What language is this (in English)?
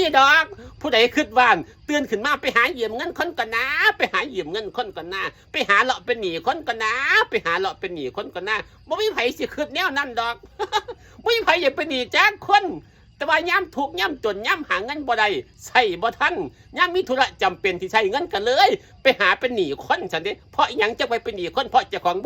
Northeastern Thai